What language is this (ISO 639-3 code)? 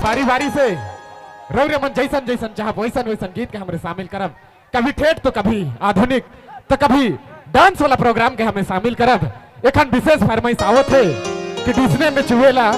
sck